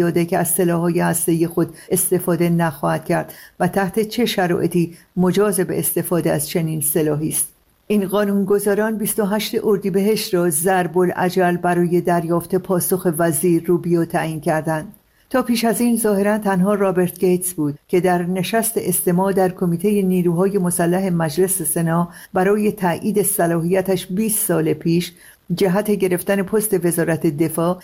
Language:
Persian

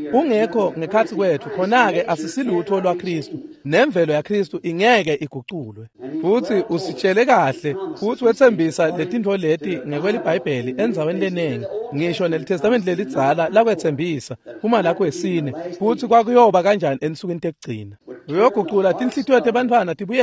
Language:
Swati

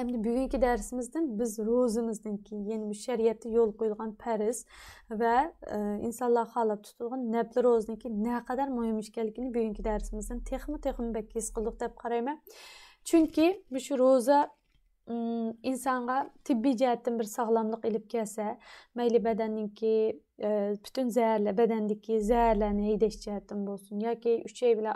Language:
Uyghur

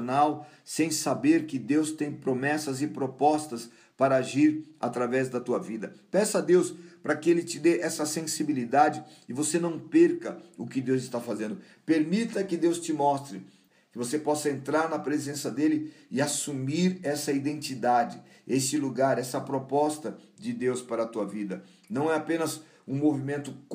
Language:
Portuguese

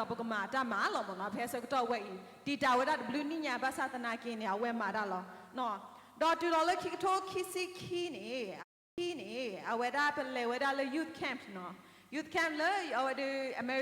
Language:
S'gaw Karen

